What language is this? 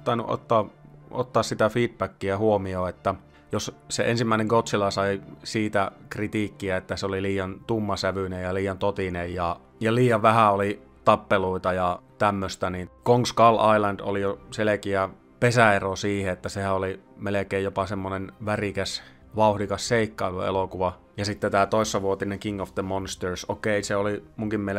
Finnish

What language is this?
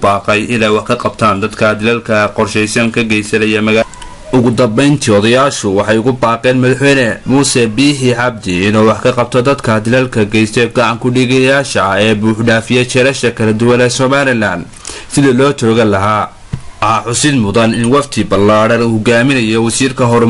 Somali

